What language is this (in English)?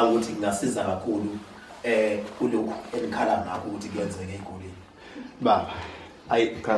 Zulu